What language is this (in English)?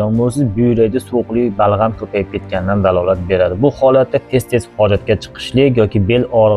Uzbek